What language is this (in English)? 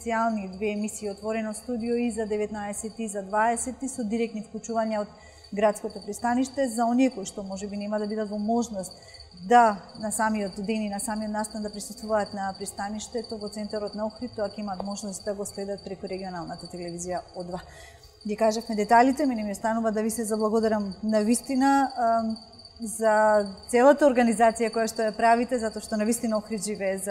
Macedonian